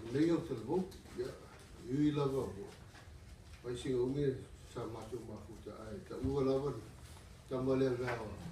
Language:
Samoan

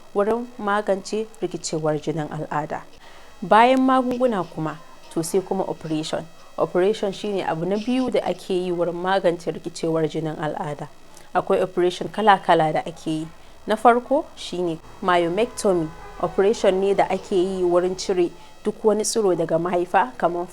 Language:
Hausa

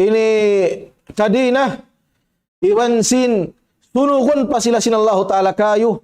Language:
Tausug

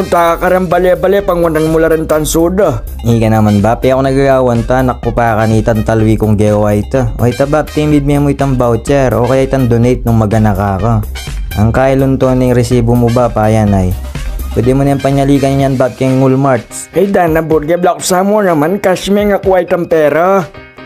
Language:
Pampanga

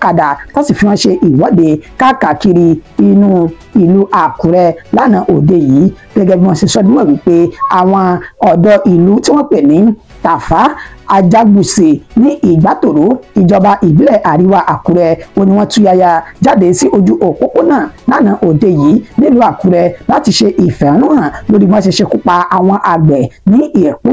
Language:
Yoruba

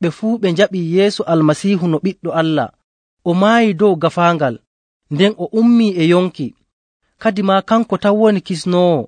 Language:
Nigerian Fulfulde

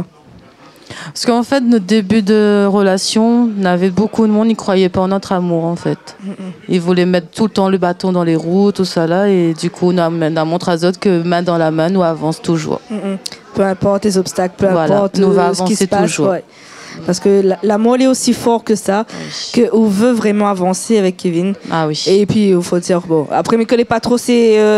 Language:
Réunion Creole French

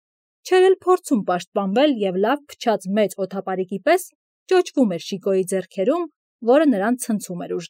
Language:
Armenian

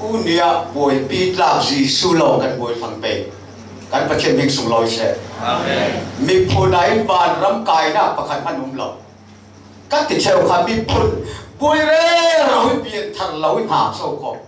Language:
Falam Chin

